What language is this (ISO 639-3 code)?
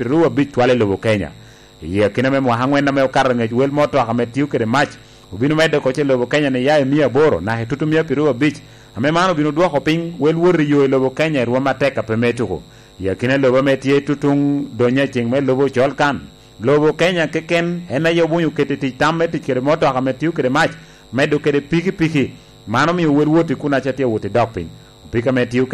laj